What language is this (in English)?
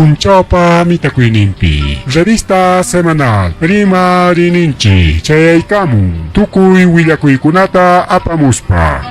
Ayacucho Quechua